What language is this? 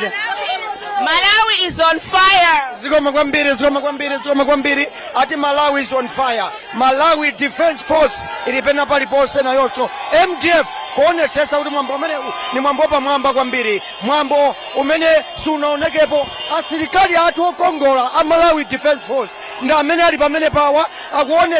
Nyanja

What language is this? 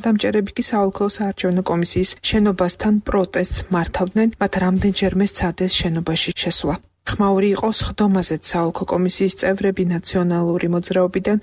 Georgian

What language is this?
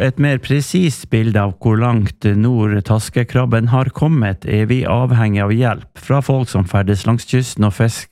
Norwegian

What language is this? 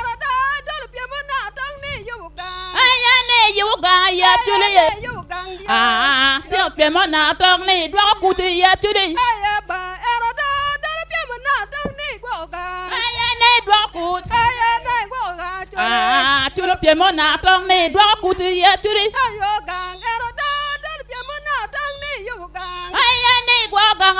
Acoli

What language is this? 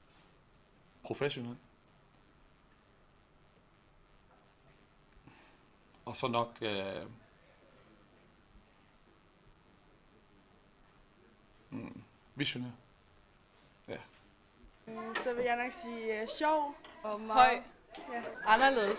Danish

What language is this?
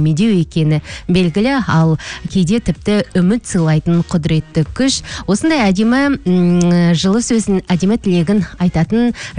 Kazakh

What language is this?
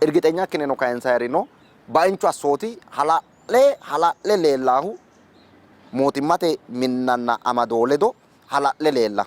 Sidamo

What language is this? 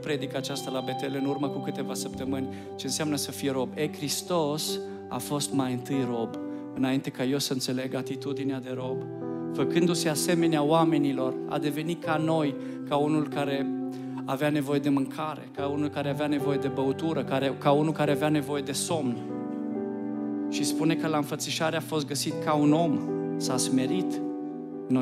Romanian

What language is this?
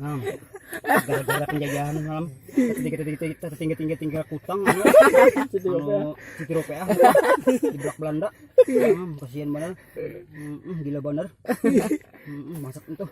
Banjar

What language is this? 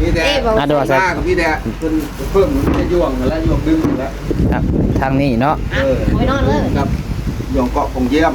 Northeastern Thai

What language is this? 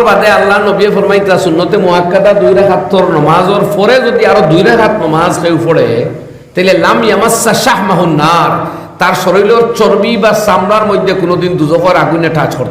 Sylheti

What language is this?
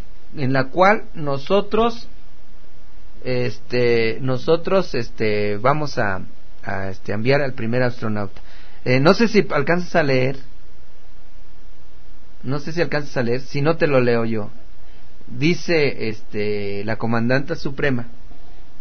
Spanish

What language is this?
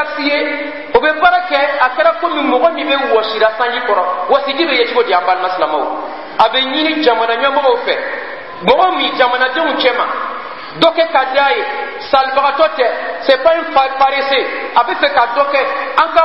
Bambara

